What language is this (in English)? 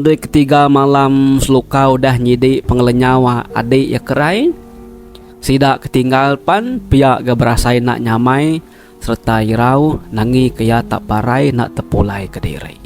Iban